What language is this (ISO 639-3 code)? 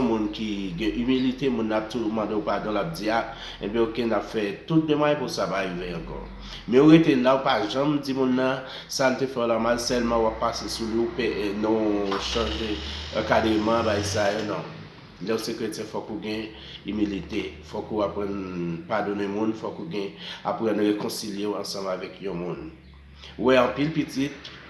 hat